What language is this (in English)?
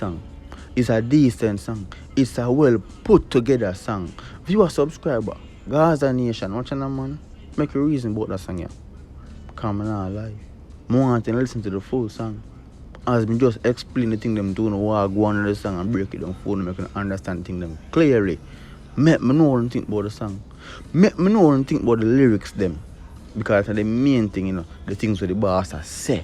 Jamaican Creole English